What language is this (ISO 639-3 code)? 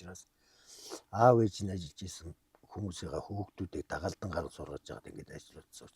mon